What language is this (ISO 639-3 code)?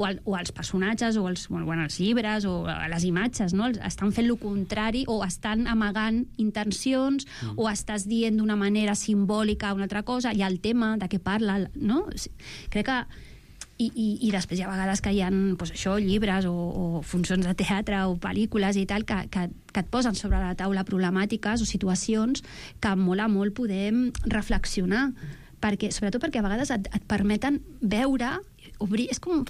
cat